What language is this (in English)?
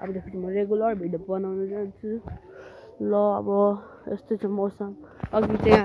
Nepali